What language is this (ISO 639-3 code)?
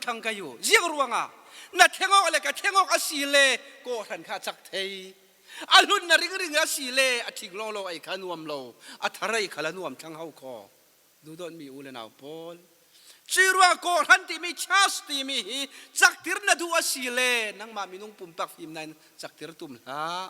cfm